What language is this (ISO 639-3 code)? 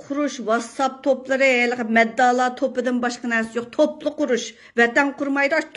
uig